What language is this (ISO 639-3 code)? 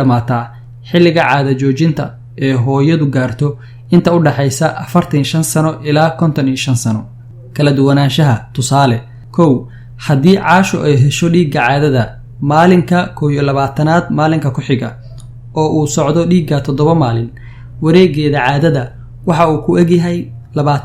som